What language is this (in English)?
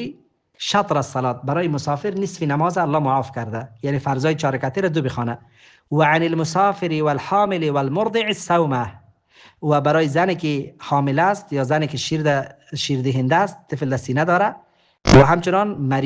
Persian